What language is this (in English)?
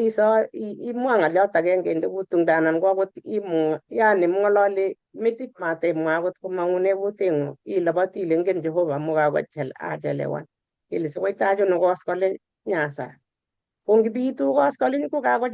Kalenjin